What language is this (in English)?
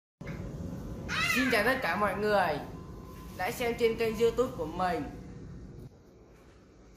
Vietnamese